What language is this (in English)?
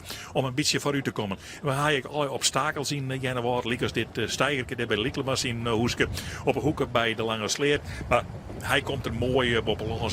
Western Frisian